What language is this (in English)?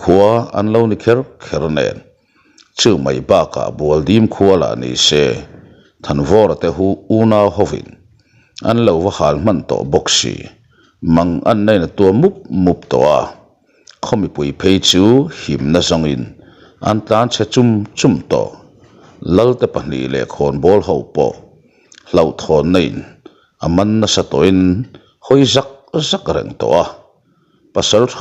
Mizo